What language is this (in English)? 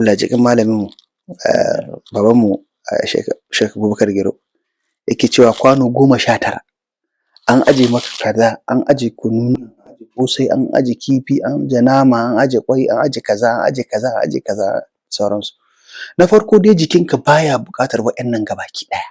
Hausa